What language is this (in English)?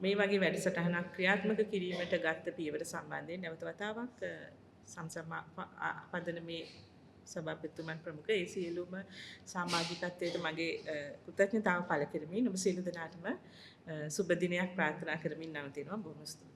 Sinhala